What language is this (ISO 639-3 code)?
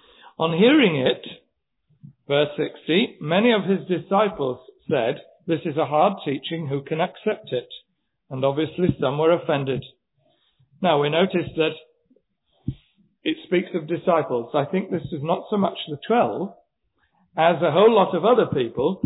eng